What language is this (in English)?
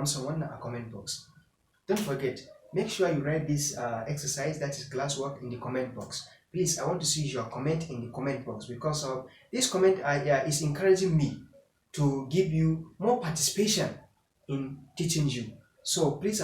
Hausa